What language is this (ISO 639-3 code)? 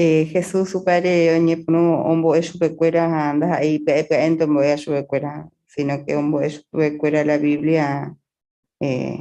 grn